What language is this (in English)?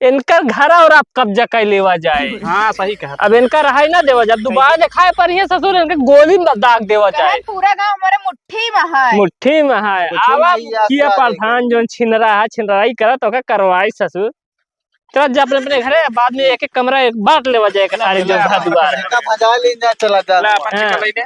Awadhi